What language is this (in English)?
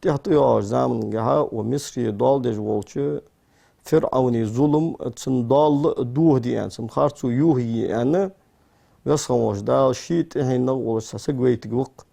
Ingush